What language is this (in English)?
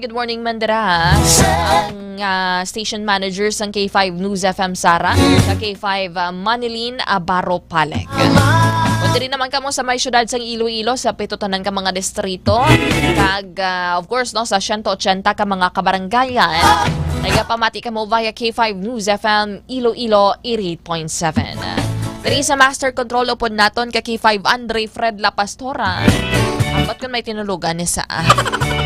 Hiligaynon